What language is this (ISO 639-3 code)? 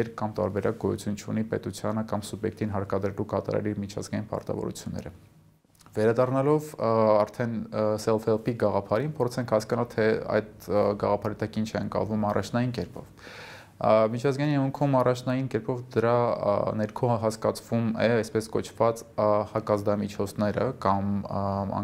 hye